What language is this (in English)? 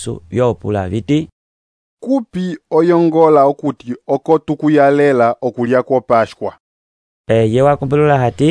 Umbundu